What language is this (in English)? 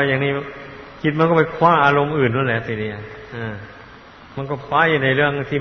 Thai